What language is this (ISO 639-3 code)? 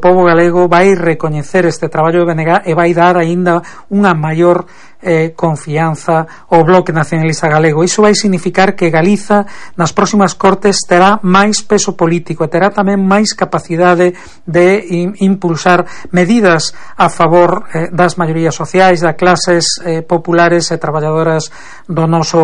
glg